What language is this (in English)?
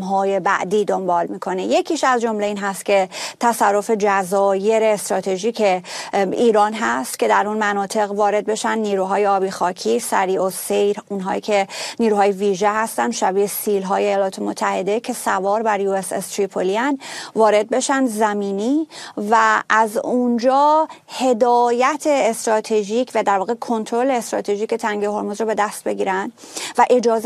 Persian